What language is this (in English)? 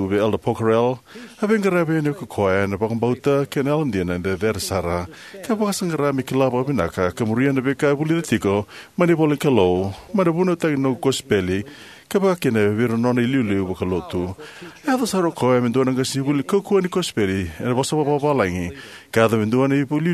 Fijian